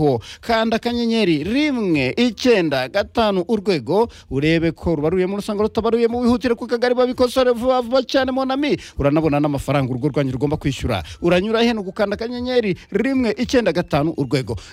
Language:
Kinyarwanda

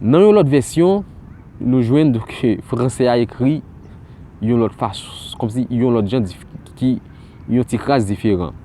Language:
Haitian Creole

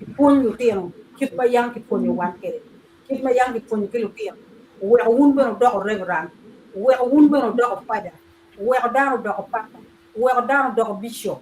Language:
Acoli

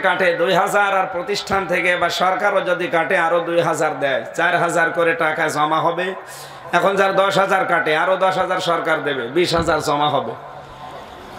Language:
Bangla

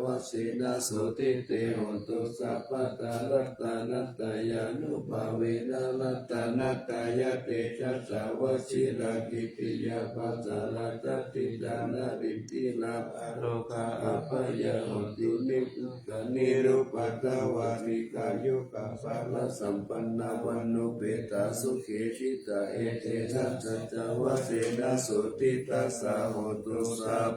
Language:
Pali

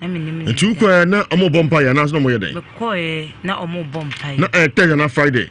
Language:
Akan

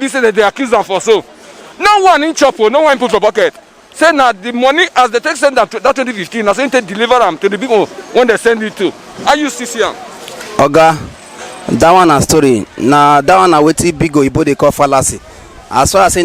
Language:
Nigerian Pidgin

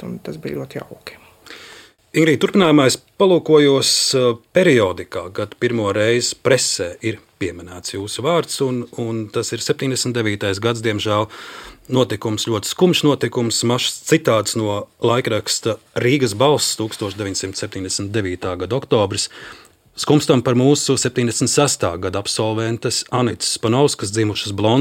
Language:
Latvian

